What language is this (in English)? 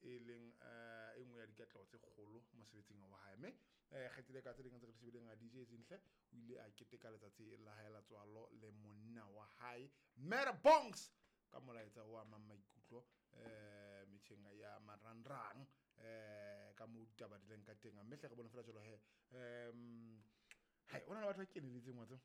Southern Sotho